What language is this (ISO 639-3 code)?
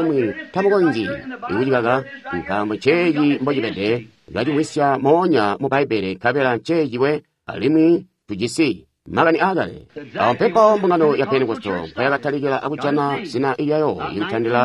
toi